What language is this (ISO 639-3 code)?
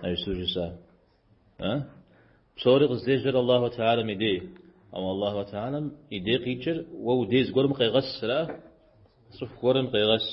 kbd